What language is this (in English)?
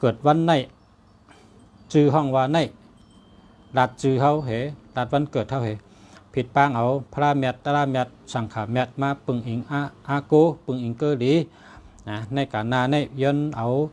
Shan